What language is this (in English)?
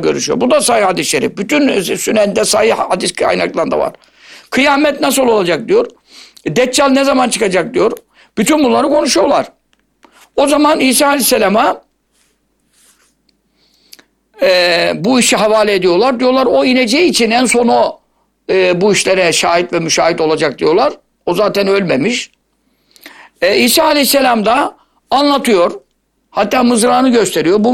Turkish